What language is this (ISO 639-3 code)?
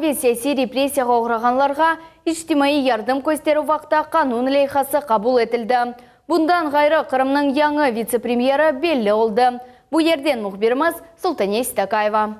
crh